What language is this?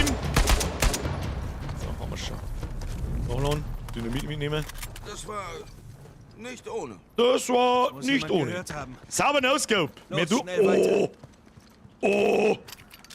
Bavarian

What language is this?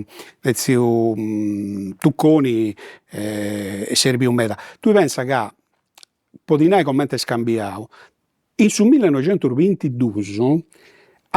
Sardinian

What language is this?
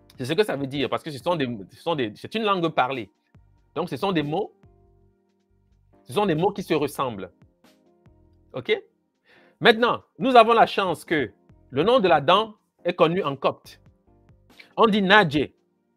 French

